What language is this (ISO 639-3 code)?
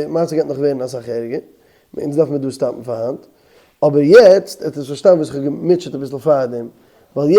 yid